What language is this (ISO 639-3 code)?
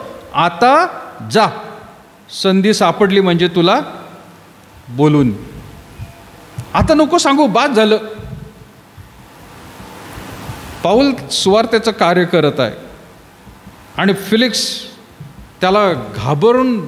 mar